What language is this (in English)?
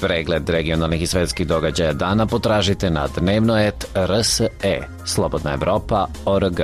Serbian